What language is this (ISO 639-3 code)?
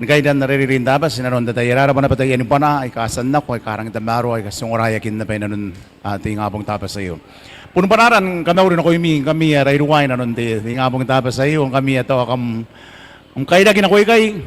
gil